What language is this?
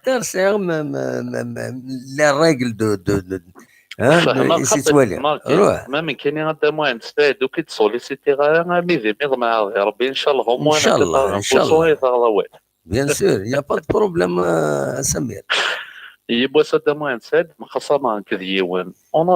Kabyle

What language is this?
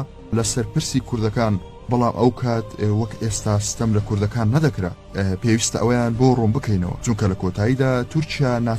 Central Kurdish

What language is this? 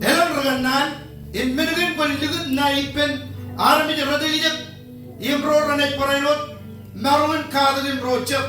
Marshallese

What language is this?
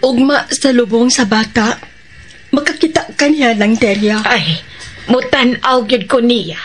Cebuano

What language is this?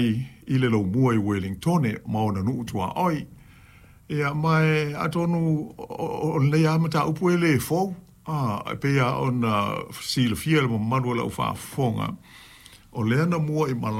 Samoan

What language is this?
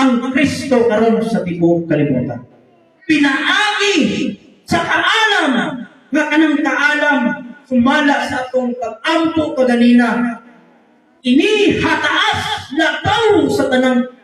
Cebuano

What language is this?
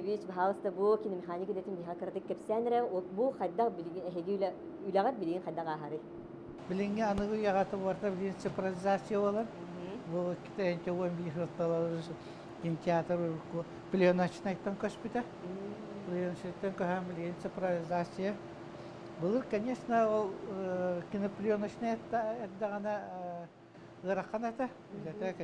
Yakut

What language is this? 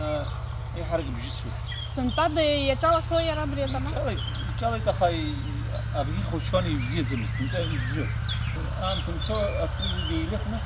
Abkhazian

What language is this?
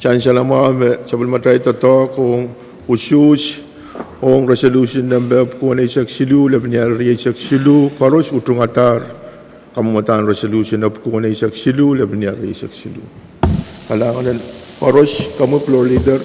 Pohnpeian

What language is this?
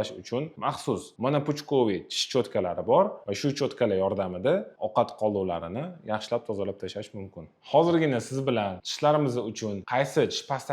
Uzbek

